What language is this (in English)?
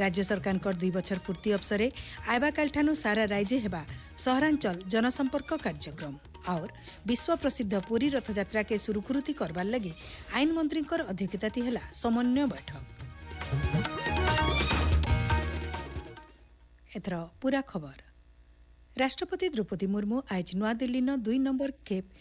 Odia